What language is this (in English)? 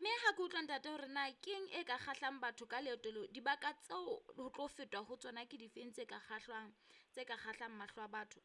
Southern Sotho